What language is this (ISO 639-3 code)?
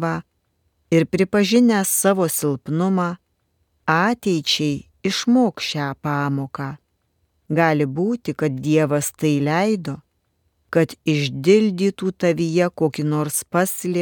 lit